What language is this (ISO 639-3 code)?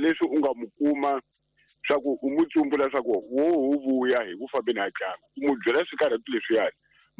tso